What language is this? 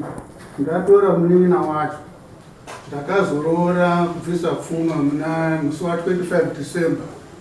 Shona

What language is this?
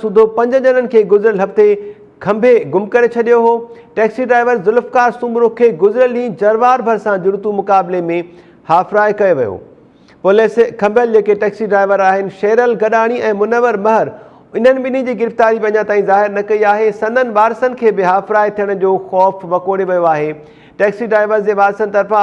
Sindhi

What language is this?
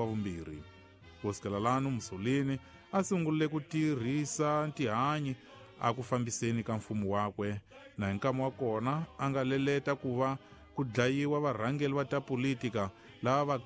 Tsonga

